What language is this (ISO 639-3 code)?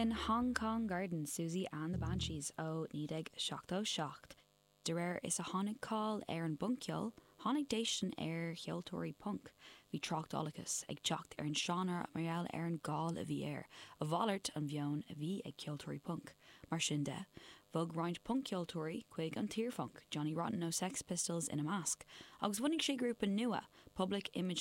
gle